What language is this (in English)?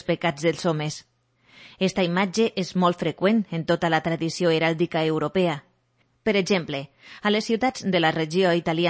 Catalan